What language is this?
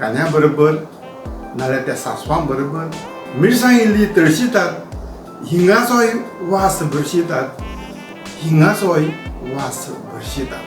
Konkani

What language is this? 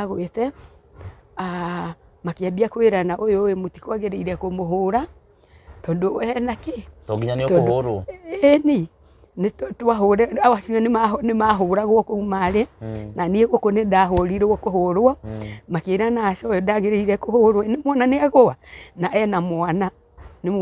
Kikuyu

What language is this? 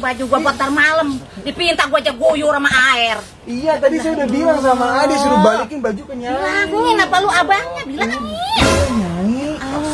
Betawi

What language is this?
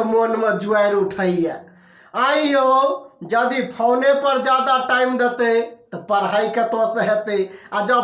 Maithili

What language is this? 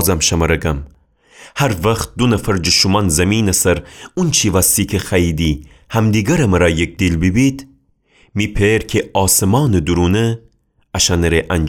Gilaki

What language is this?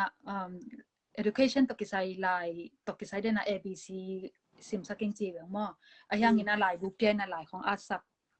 Tedim Chin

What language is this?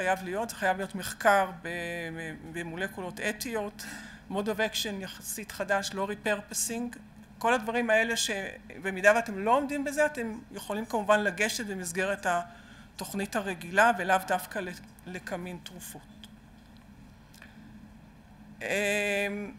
Hebrew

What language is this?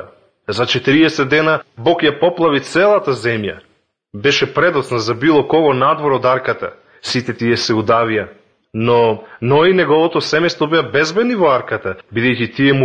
Macedonian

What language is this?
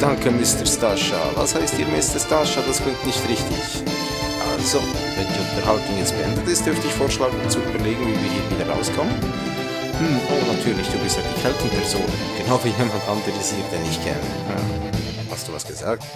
Swiss German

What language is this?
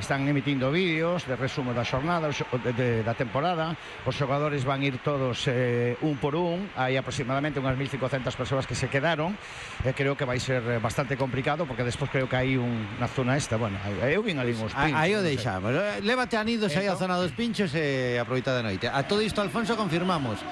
Galician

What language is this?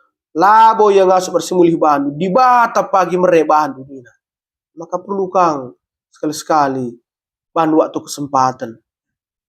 Batak Karo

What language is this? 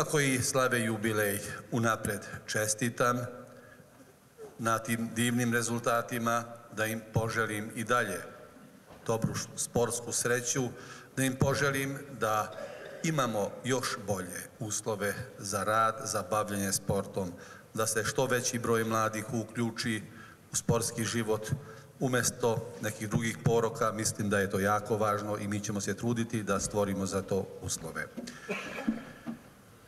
Serbian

